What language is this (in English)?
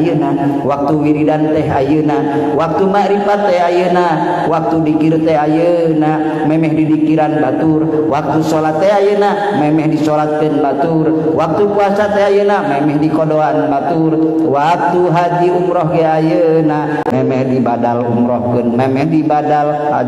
Sundanese